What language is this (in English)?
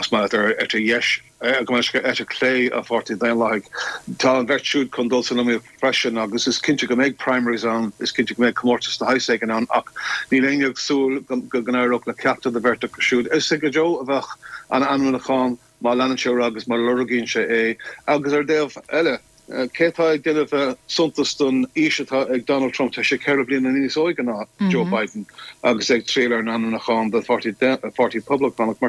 Irish